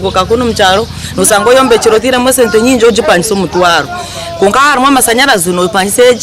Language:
Nyankole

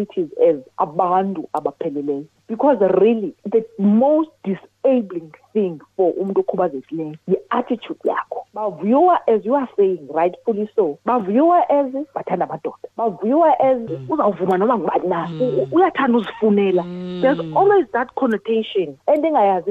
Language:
Xhosa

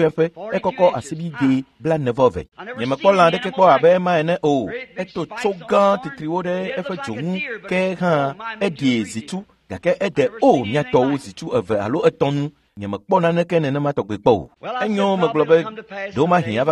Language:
Ewe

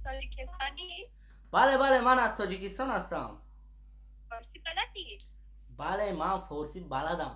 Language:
Tajik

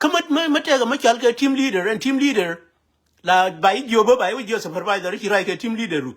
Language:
Nuer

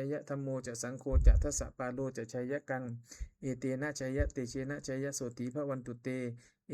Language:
Pali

